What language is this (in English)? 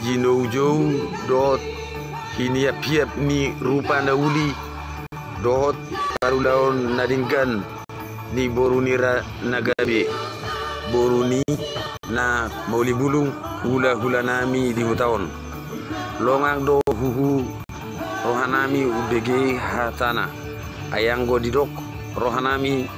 Batak Toba